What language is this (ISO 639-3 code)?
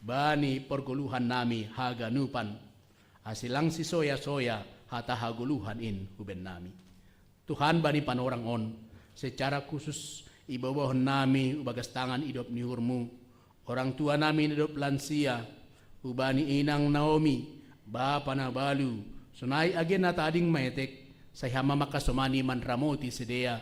bts